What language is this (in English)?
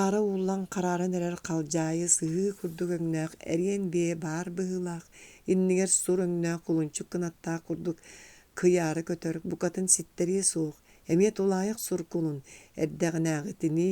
Yakut